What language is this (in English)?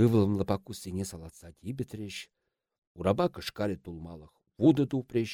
Chuvash